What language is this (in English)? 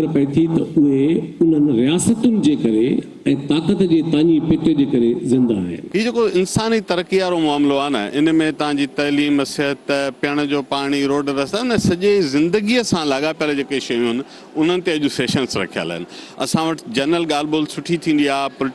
Sindhi